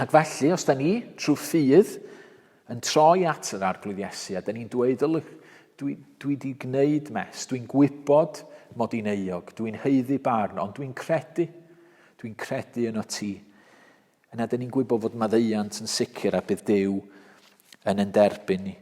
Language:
Welsh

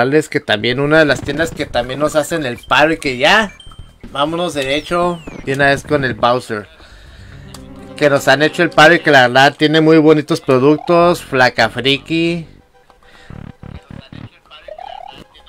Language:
Spanish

